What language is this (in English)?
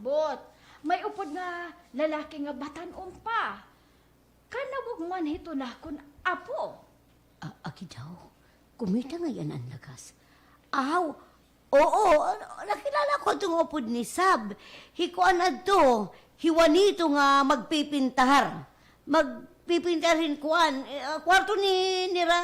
Waray